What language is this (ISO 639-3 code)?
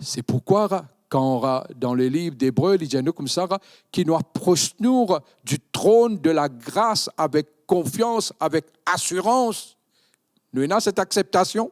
mfe